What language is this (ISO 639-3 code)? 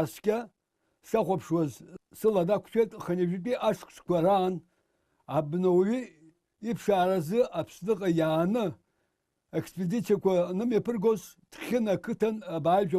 abk